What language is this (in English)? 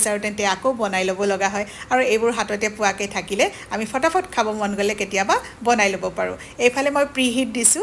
Assamese